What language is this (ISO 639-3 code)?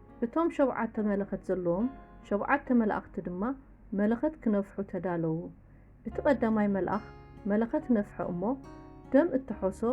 tir